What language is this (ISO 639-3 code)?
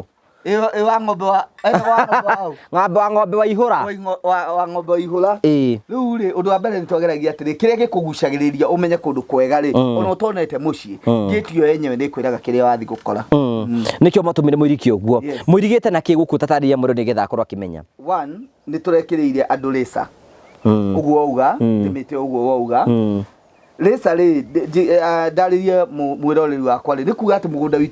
kik